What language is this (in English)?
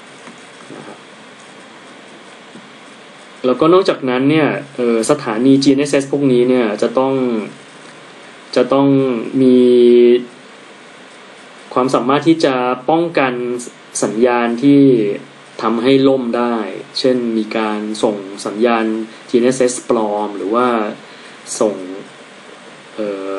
Thai